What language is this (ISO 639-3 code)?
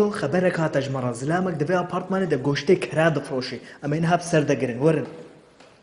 kur